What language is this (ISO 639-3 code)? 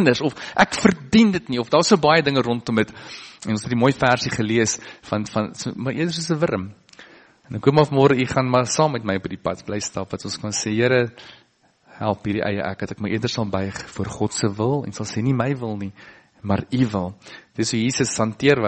afr